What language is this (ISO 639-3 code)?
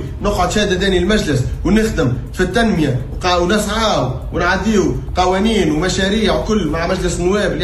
aeb